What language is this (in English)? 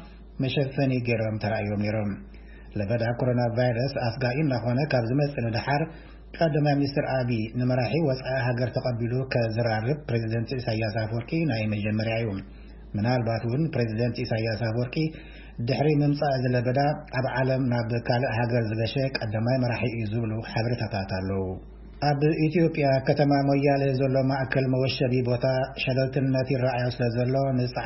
Tigrinya